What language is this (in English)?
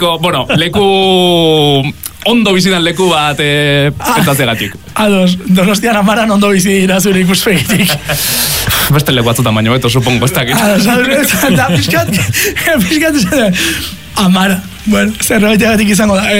Basque